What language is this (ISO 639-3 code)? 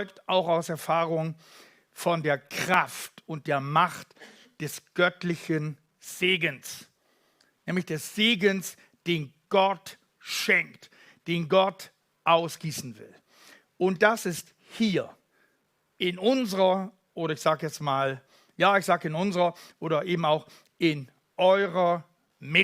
gsw